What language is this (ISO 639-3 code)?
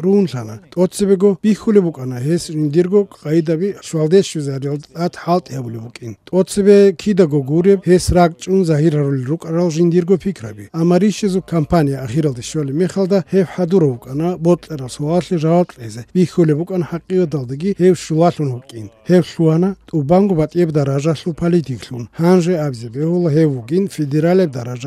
ava